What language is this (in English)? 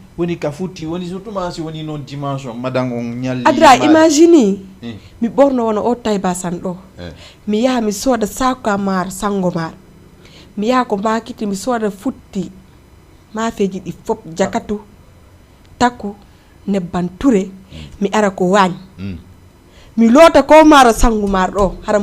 Fula